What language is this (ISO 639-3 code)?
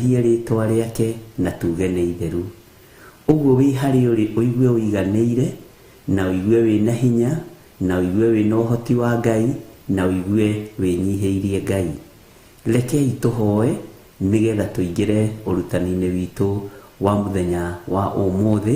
kik